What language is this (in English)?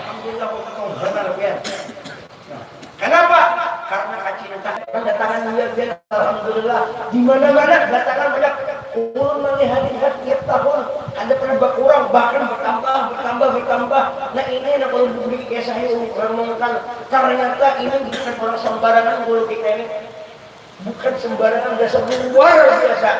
Banjar